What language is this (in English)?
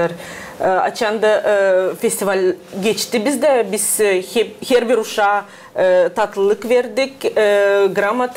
Gagauz